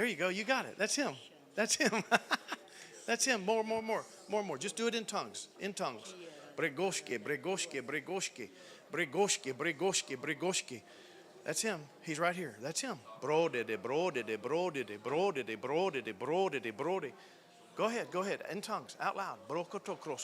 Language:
English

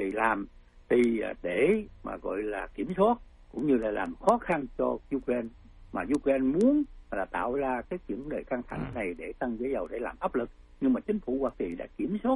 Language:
Vietnamese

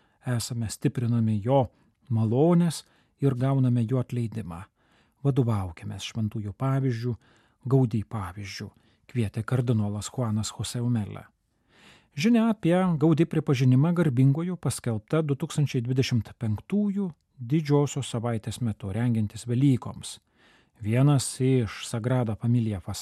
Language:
Lithuanian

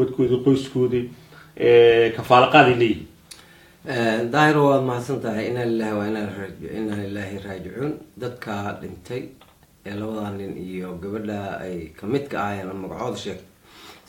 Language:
Somali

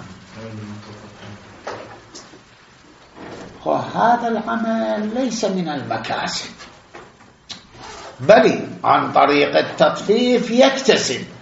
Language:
Arabic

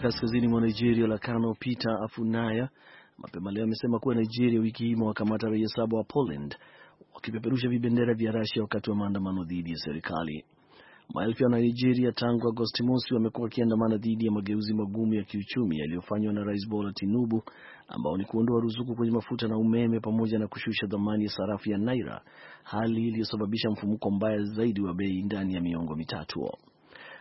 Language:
Swahili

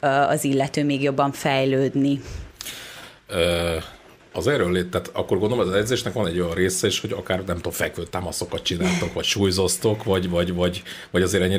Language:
Hungarian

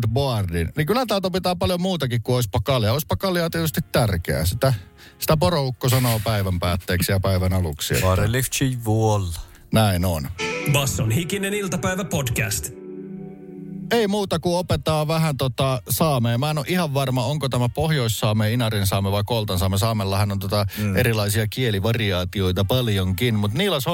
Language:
Finnish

